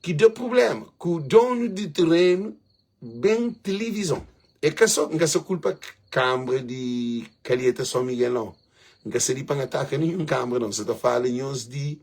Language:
Kabuverdianu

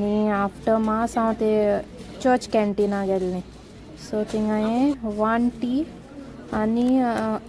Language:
Konkani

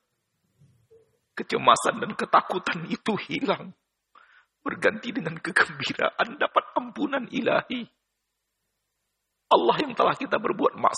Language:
Indonesian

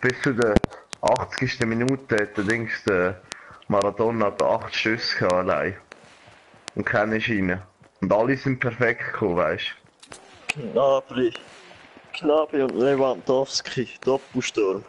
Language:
Swiss German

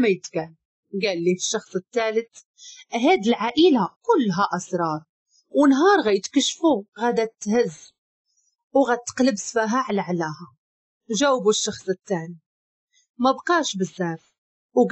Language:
Moroccan Arabic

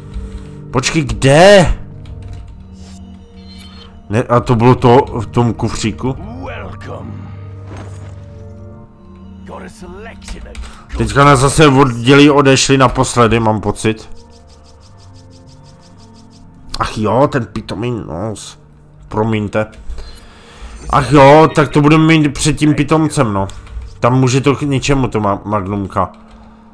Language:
Czech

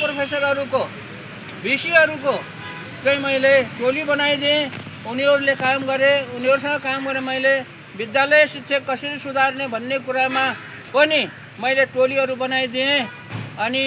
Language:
Nepali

